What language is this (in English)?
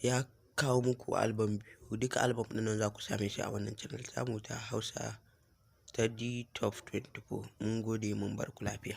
Hausa